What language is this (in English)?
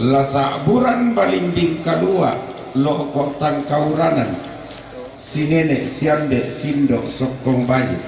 Toraja-Sa'dan